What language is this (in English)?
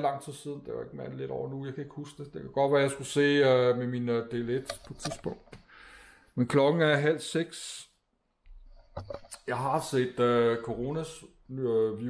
Danish